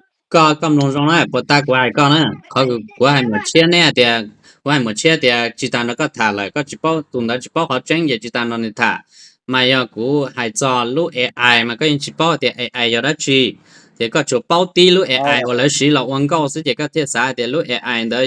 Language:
Hmong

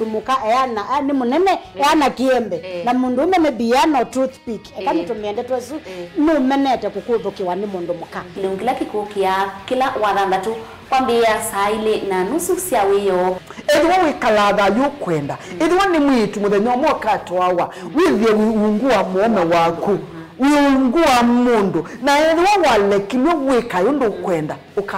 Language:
Kamba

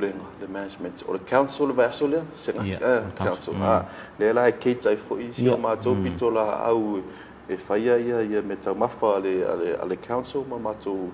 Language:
Samoan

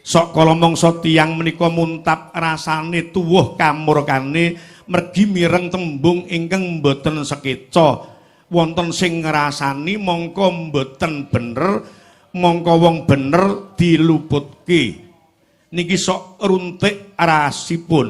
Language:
Javanese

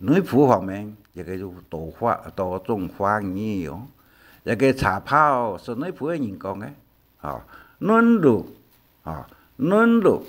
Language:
Hakka Chinese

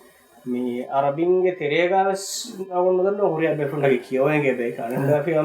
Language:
Divehi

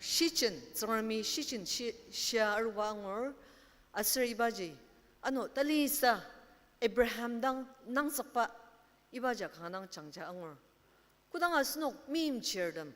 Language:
Ao Naga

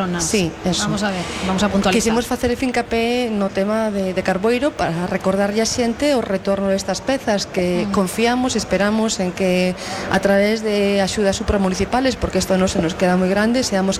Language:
Galician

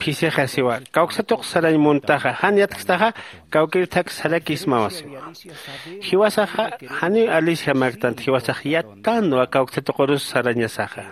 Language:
Aymara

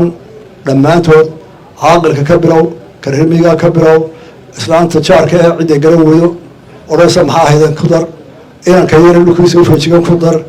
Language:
Somali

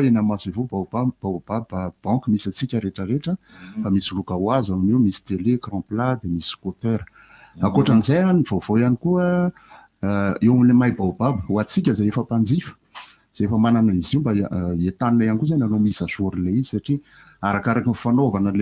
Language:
Malagasy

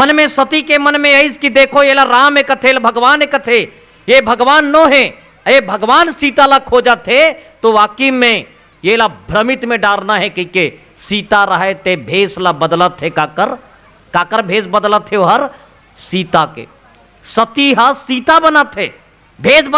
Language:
Chhattisgarhi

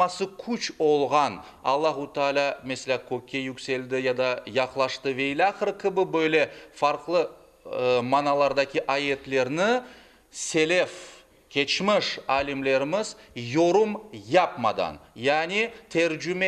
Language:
Crimean Tatar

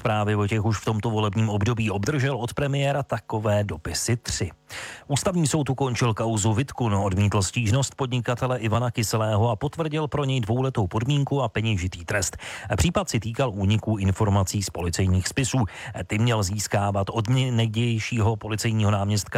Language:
Czech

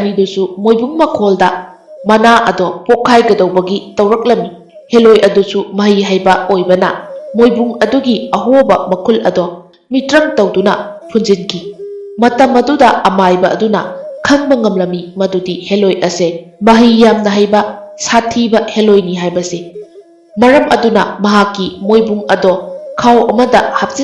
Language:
Manipuri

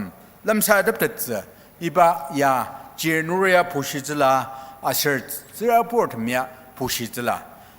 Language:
Ao Naga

